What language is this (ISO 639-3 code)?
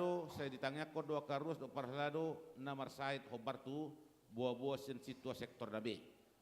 bbc